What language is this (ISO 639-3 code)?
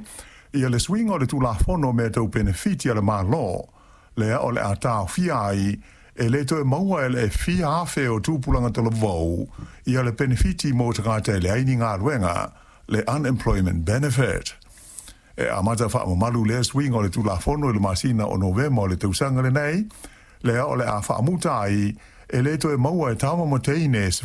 smo